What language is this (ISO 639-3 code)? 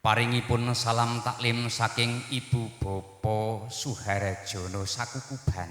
jav